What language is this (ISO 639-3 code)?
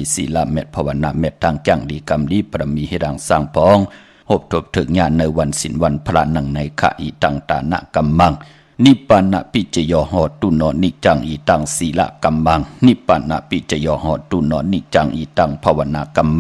shn